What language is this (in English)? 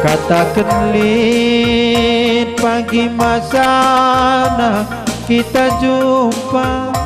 Batak Karo